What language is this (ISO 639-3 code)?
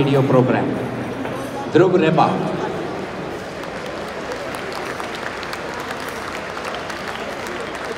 tel